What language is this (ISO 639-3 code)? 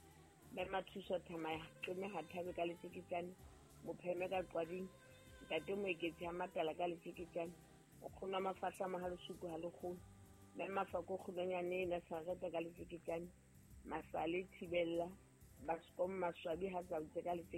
sot